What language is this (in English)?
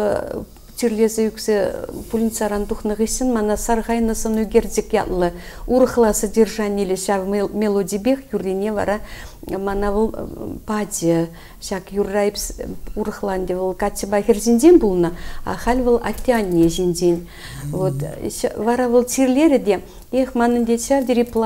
Chuvash